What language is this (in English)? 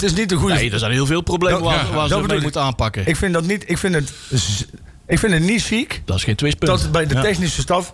Dutch